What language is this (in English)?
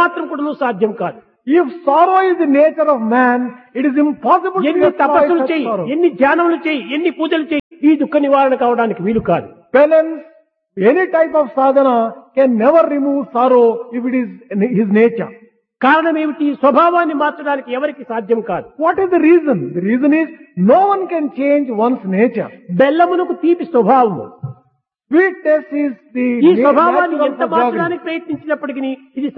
Telugu